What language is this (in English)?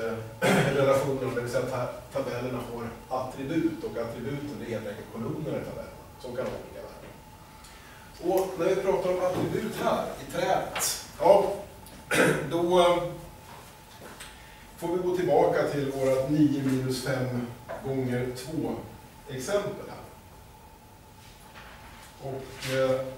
Swedish